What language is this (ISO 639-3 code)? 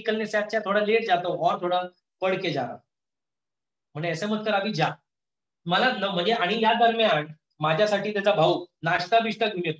mar